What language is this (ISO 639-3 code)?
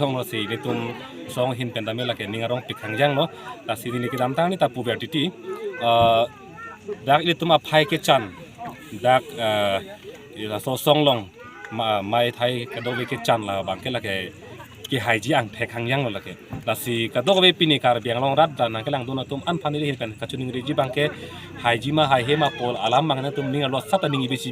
mjw